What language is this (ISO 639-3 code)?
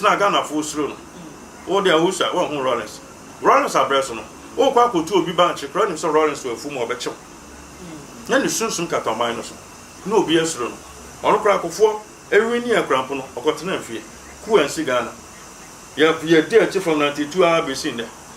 aka